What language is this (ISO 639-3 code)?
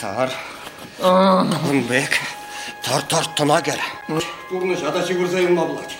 chv